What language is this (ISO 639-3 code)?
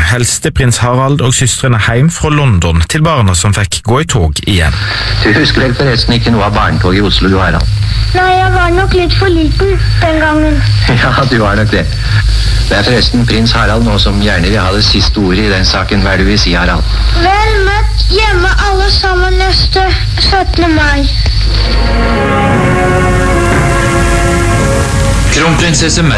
nor